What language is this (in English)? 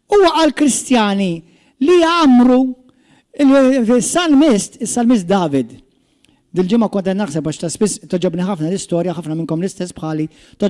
Maltese